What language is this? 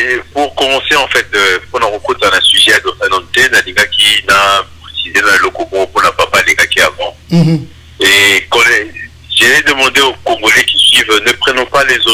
French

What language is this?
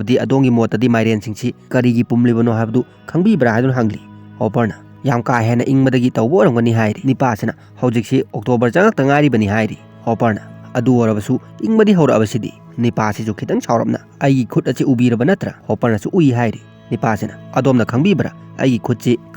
Manipuri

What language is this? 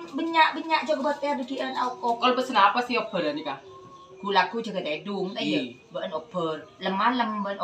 Madurese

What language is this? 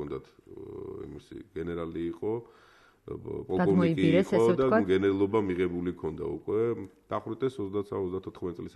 Georgian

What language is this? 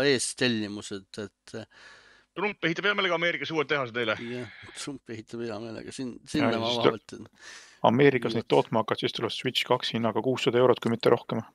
Estonian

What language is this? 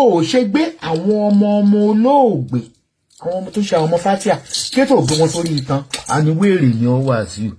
Yoruba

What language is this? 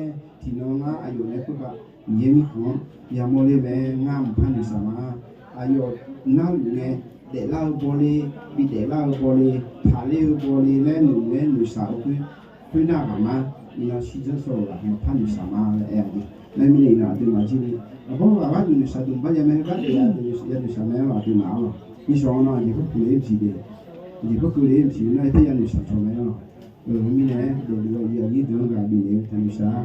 Akha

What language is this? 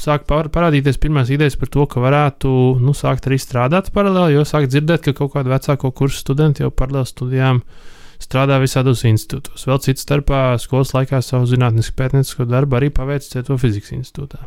Latvian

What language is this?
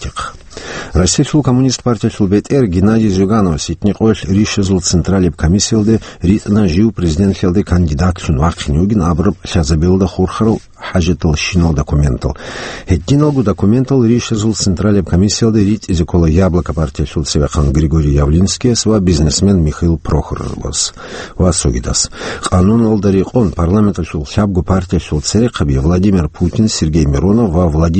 Avaric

